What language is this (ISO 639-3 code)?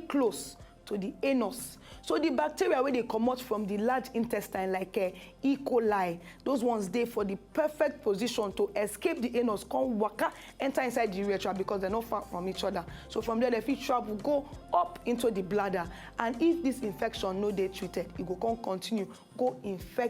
pcm